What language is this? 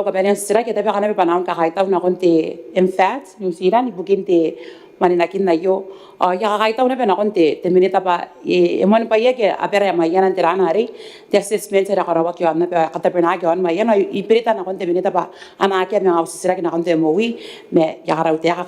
Gilbertese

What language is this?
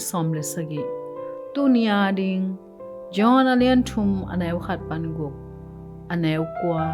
Tedim Chin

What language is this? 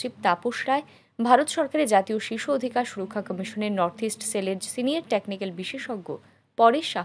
Bangla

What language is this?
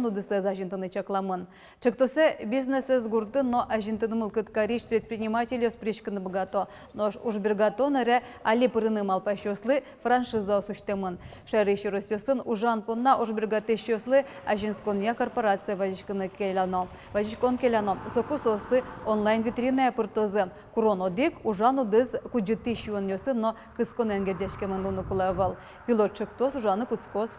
Udmurt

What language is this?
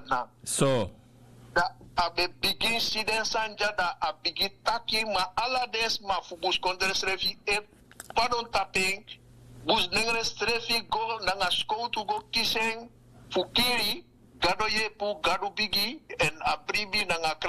Sranan Tongo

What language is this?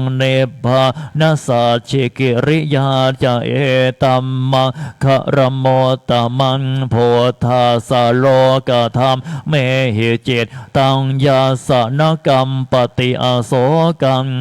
Pali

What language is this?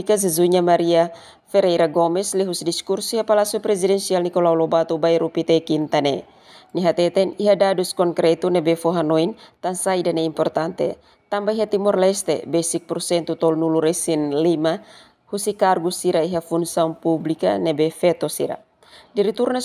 Tetum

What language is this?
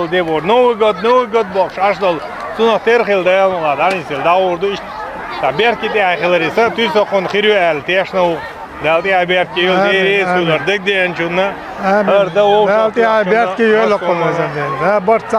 Chechen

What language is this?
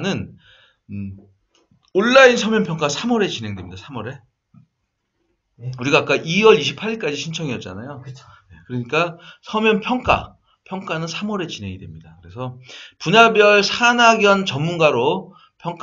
Korean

